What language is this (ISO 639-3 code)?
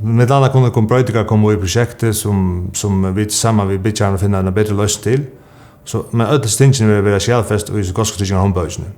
fao